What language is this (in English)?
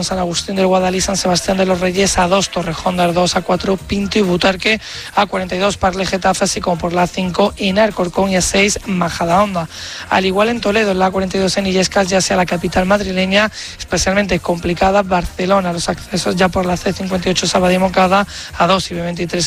Spanish